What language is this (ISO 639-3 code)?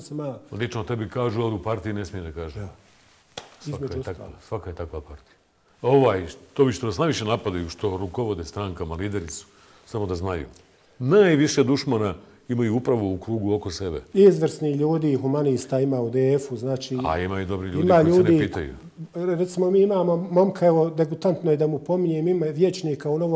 bos